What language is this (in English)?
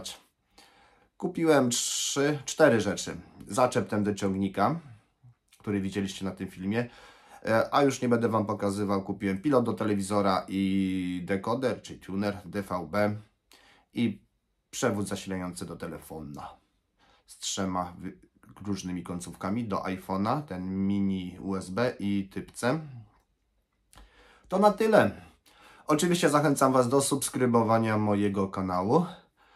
Polish